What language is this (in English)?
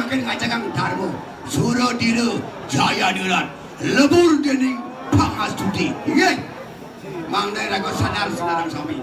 Balinese